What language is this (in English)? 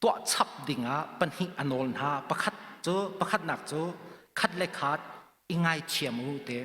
Hakha Chin